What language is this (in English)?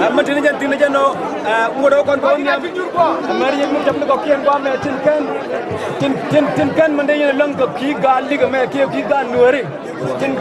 Nuer